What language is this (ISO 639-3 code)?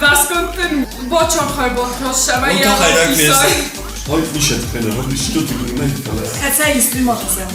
oss